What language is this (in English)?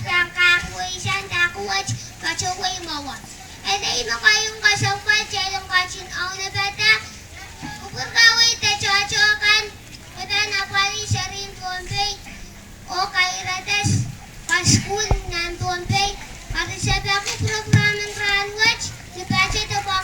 Pohnpeian